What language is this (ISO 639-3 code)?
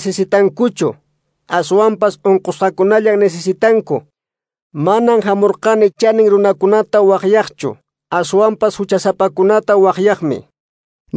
que